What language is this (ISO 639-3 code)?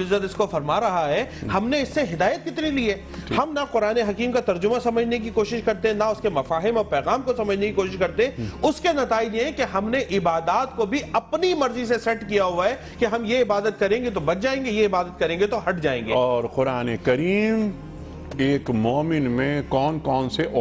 urd